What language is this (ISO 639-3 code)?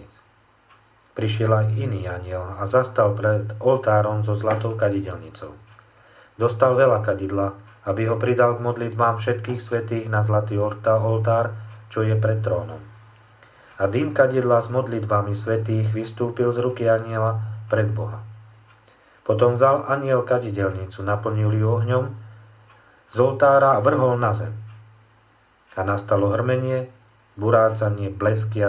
slk